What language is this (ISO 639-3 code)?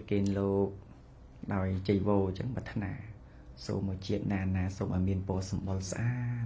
khm